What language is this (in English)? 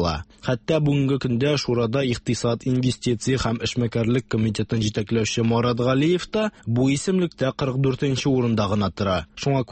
Tatar